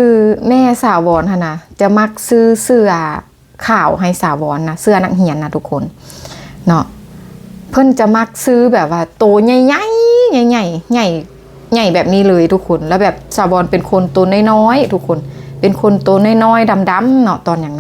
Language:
Lao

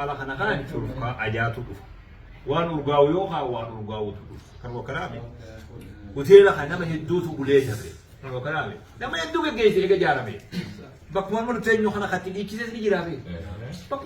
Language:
Oromo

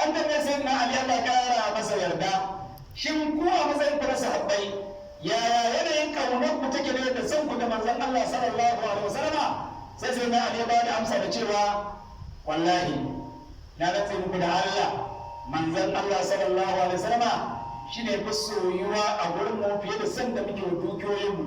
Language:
Hausa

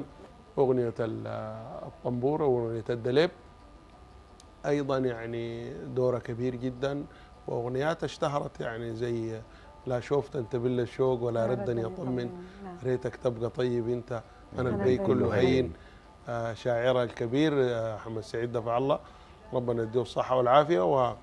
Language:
Sudanese Arabic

